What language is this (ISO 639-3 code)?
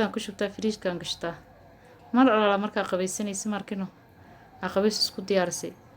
som